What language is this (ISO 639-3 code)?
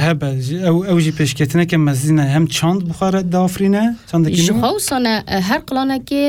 kur